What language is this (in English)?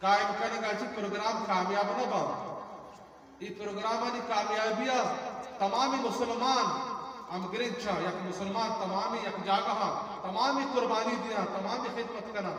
Eastern Balochi